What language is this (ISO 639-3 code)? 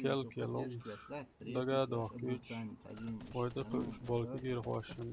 che